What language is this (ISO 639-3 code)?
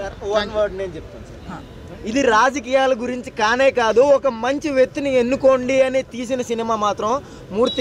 tel